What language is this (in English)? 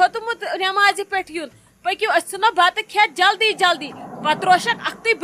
Kashmiri